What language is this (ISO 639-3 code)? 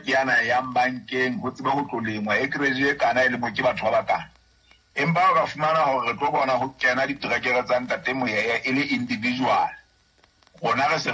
sot